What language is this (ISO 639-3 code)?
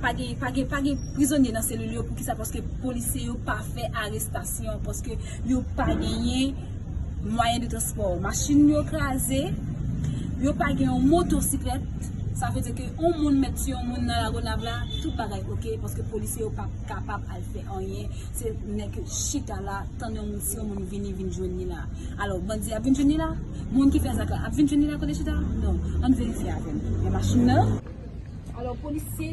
hat